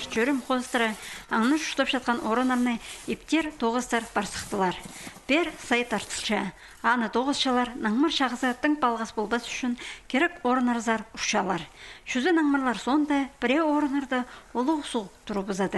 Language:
Khakas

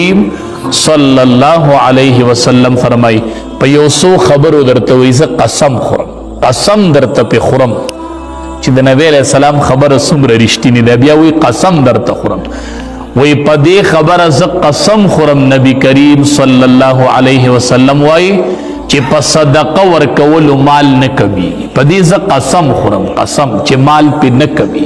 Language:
Pashto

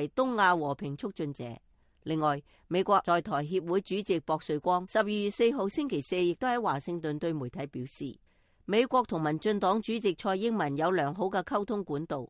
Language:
Cantonese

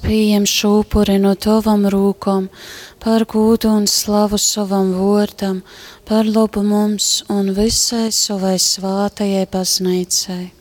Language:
Latgalian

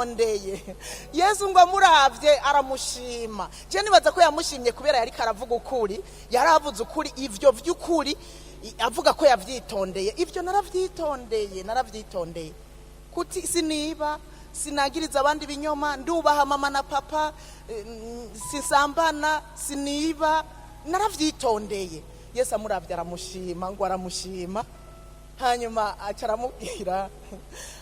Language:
Rundi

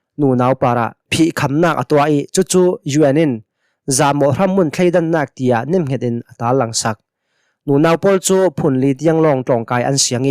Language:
Hakha Chin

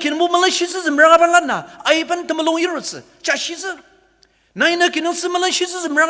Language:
Ao Naga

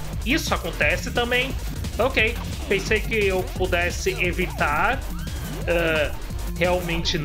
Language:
Portuguese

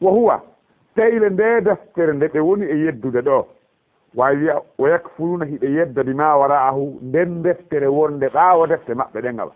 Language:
Fula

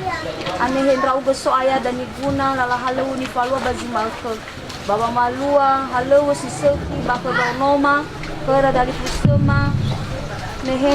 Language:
Nias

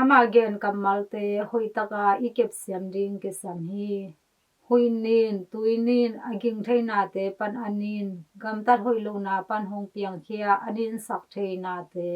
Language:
Tedim Chin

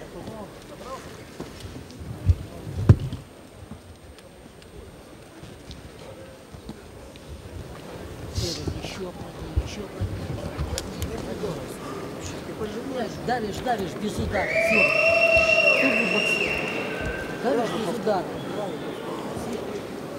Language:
Russian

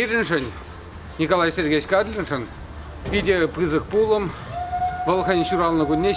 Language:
Chuvash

